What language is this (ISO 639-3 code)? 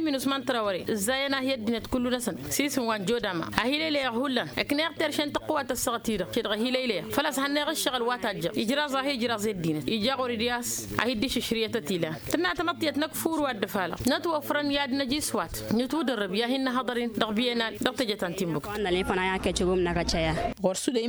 taq